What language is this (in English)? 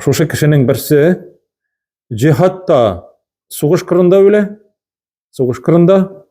Tatar